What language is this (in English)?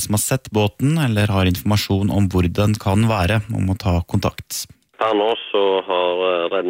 Norwegian